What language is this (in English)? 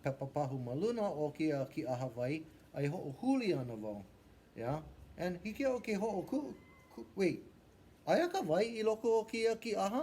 Hawaiian